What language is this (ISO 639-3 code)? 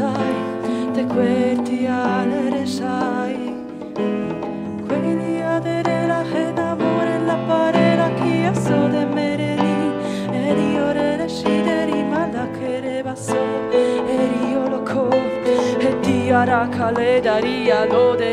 pol